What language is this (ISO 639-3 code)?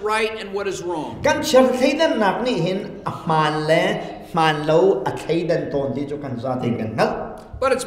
cnh